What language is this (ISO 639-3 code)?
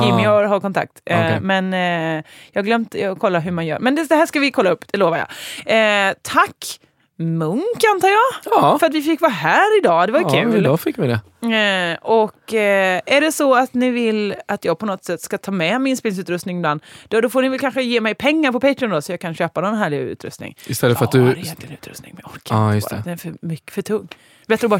swe